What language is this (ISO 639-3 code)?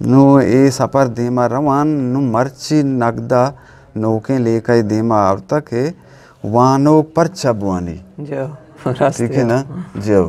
bgp